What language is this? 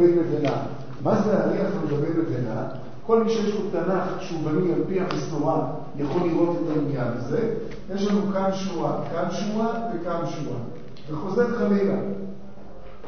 Hebrew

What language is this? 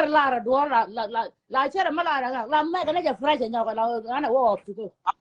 Nuer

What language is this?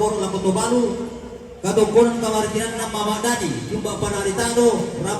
Toraja-Sa'dan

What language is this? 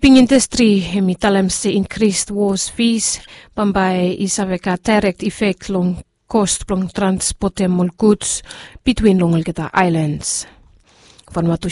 Bislama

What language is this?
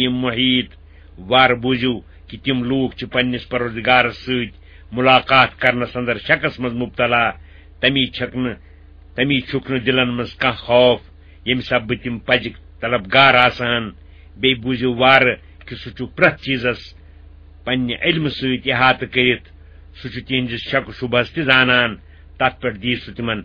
Kashmiri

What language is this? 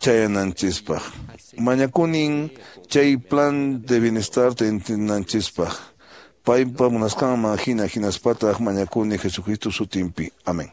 Quechua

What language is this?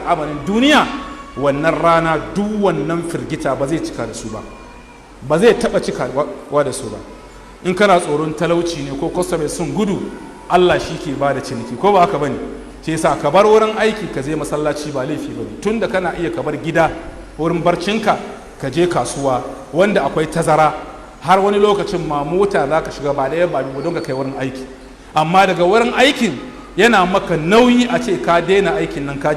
Hausa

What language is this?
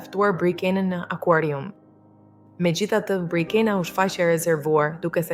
Albanian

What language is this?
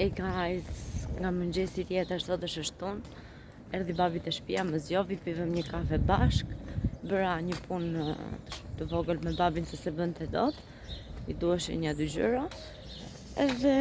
Albanian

